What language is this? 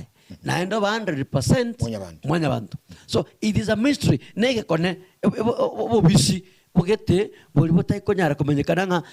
Gusii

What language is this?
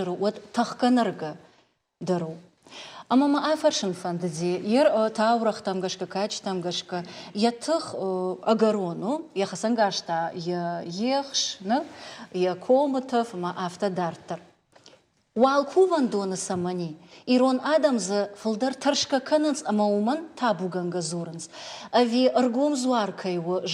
Ossetic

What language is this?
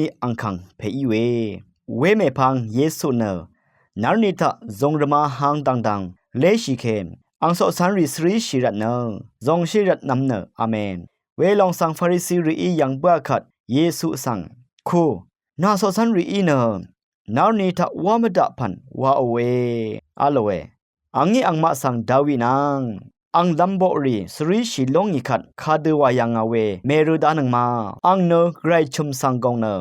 Rawang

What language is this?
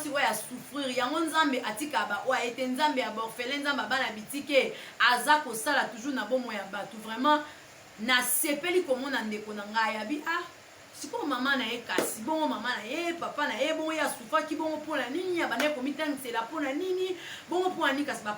Lingala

